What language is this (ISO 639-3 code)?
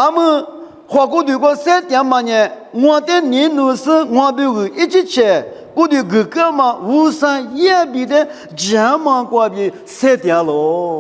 lis